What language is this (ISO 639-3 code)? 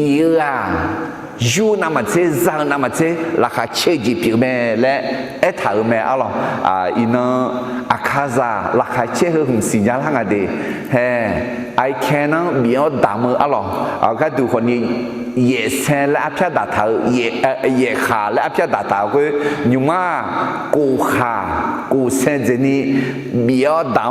ahk